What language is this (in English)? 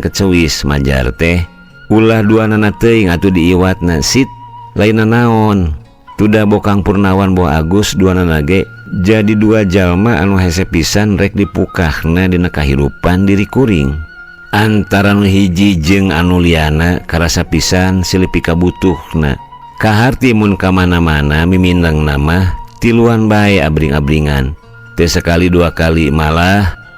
Sundanese